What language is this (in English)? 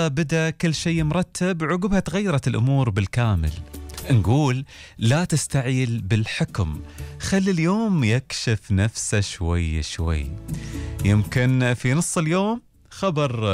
Gulf Arabic